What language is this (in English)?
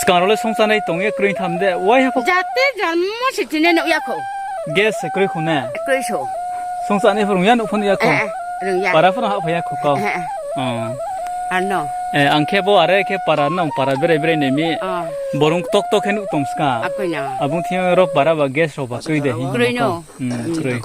Riang (India)